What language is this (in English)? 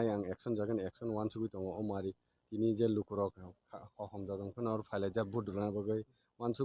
Kok Borok